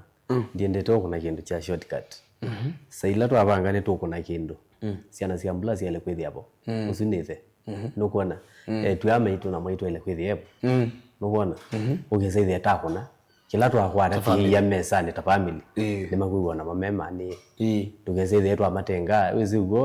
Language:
Kamba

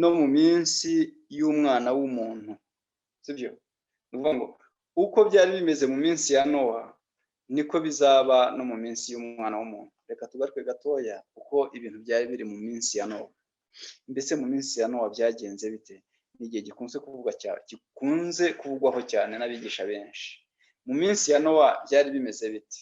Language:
Kinyarwanda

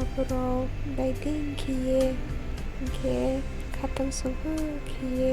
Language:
Riang (India)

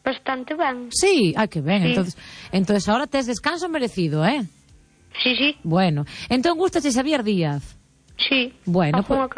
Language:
Galician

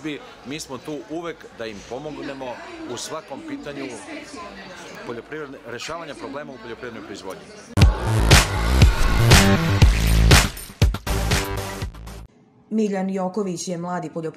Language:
Serbian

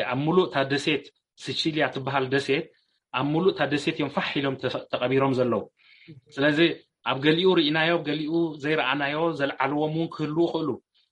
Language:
Tigrinya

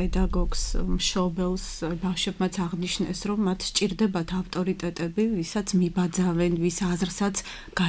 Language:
Georgian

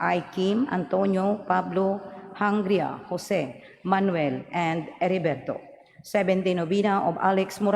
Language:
Cebuano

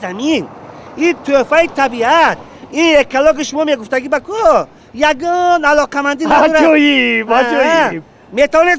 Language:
Tajik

